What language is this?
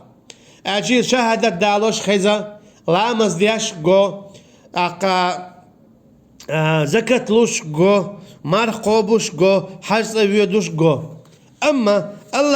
Chechen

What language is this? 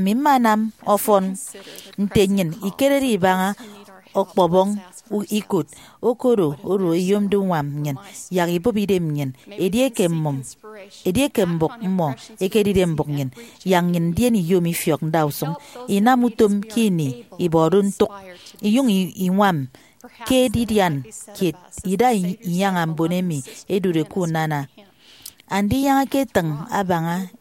Efik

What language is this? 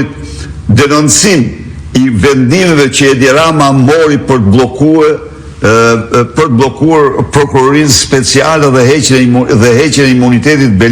Albanian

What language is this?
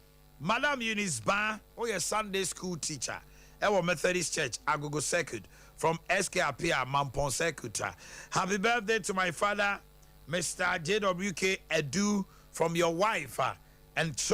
Akan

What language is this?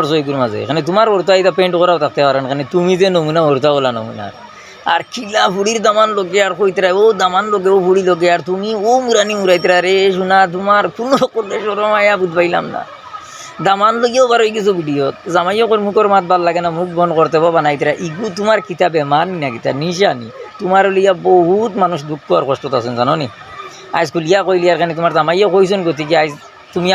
Sylheti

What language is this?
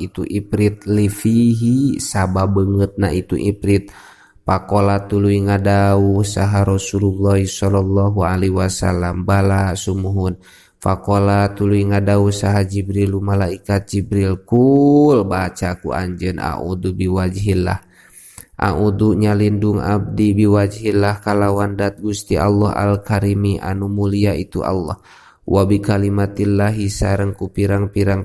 Sundanese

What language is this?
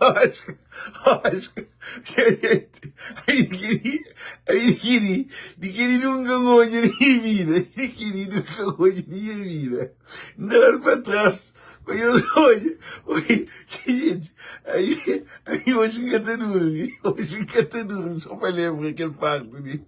Kabuverdianu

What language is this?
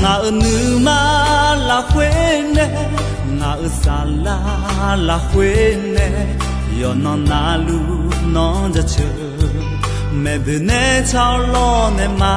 Akha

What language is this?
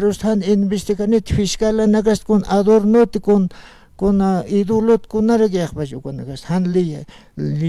Aymara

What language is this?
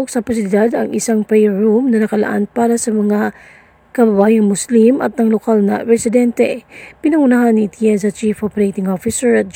Filipino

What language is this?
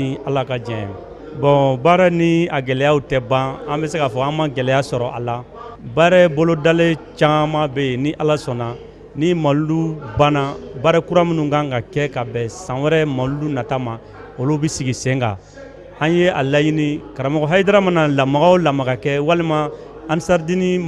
Bambara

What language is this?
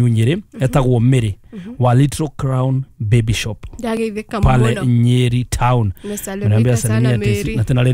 Kikuyu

